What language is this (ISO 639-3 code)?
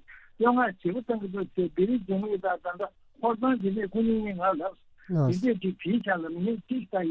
bod